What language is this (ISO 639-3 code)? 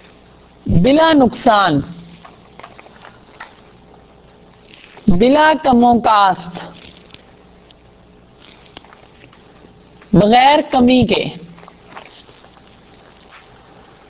urd